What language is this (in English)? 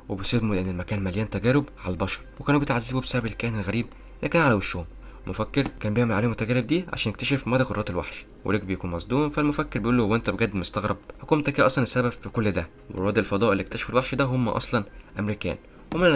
Egyptian Arabic